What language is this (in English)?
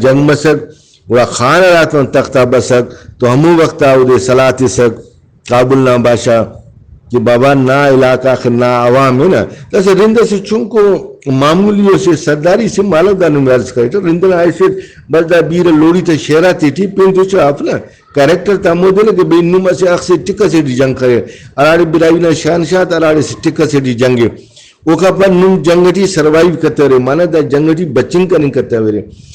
Brahui